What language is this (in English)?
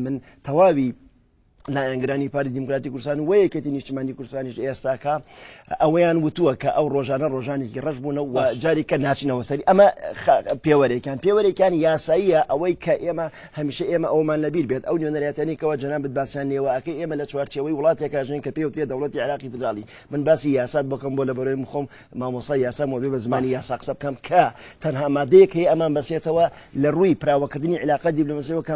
Central Kurdish